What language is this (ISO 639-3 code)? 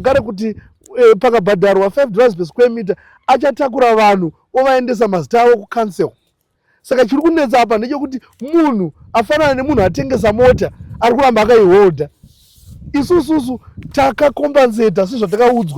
sna